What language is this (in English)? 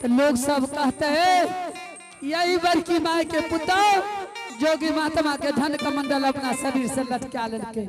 Angika